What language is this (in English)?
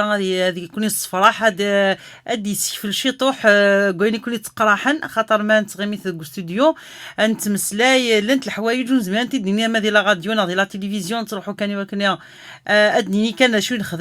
Kabyle